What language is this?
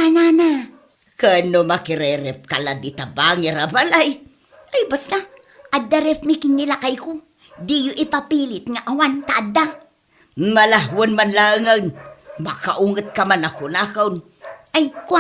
Iloko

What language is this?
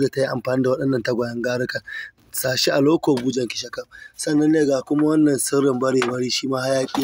Hausa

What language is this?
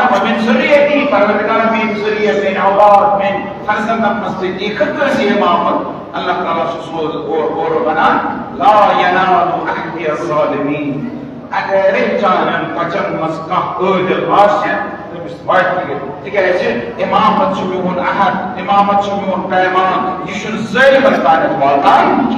Kashmiri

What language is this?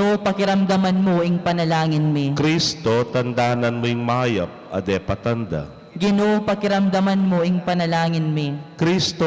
Pampanga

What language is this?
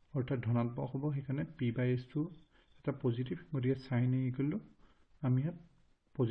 Assamese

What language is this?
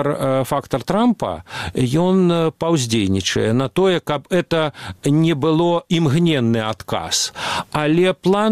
Belarusian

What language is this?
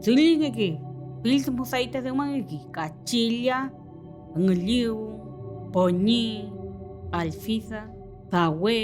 Mapuche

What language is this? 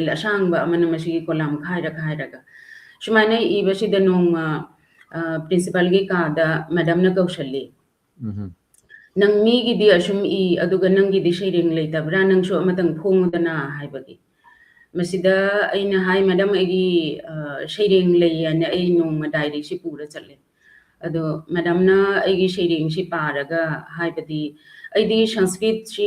Manipuri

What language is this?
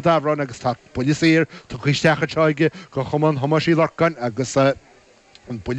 Irish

